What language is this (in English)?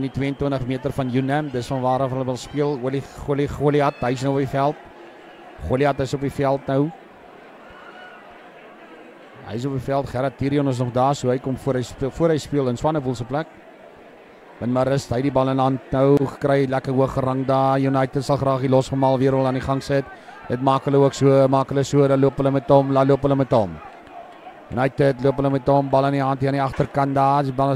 Afrikaans